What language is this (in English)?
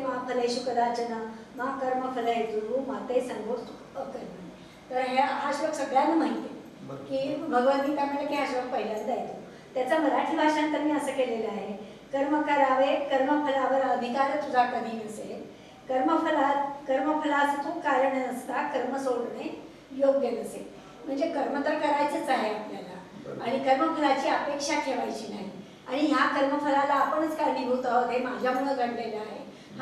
Marathi